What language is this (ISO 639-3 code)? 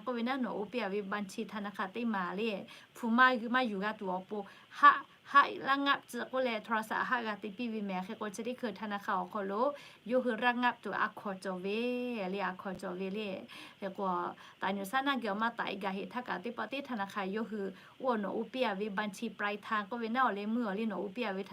lhu